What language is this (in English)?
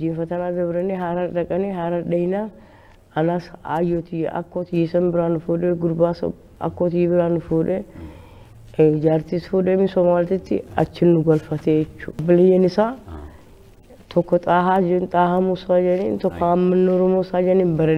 Oromo